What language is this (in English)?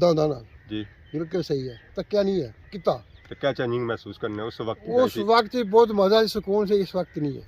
Pahari-Potwari